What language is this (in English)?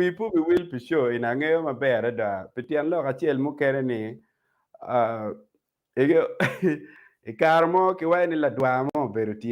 Acoli